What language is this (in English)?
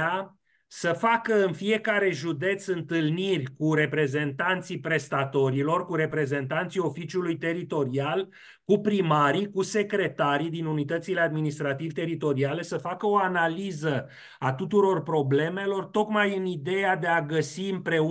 Romanian